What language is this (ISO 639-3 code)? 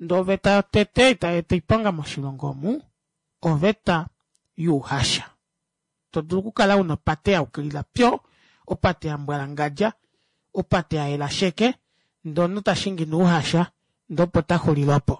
kua